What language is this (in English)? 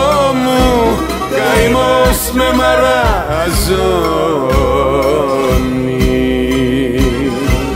Greek